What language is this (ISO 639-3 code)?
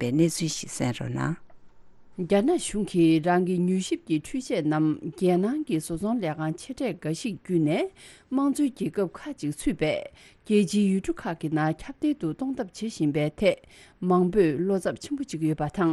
bod